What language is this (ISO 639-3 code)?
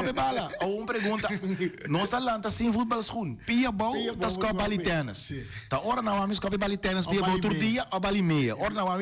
pap